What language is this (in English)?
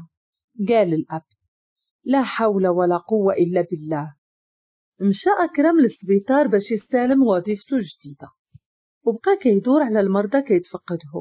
Moroccan Arabic